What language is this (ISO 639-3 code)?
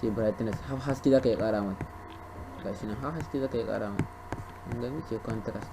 hau